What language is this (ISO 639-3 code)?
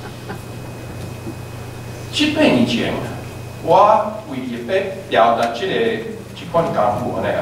nan